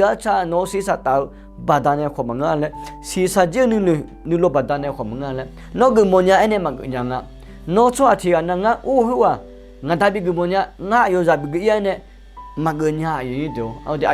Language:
Akha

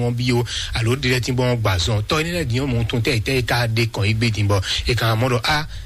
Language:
Fon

